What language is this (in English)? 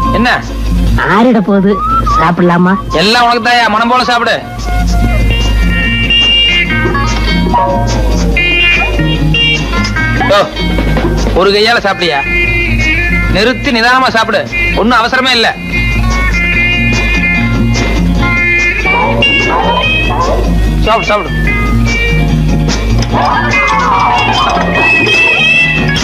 Tamil